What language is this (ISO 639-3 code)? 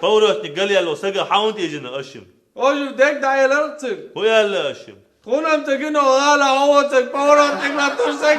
che